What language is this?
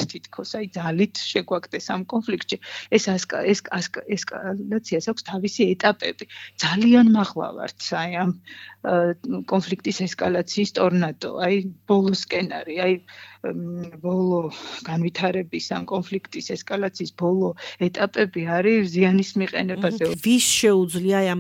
Georgian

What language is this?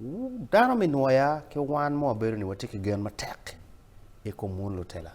Acoli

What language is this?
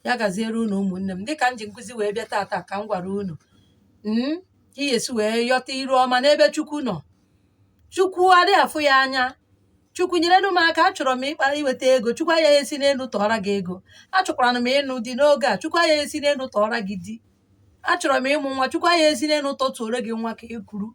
Igbo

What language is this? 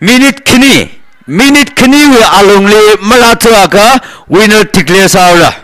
Tangkhul Naga (India)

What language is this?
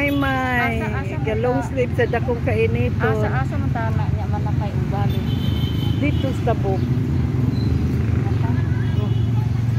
Cebuano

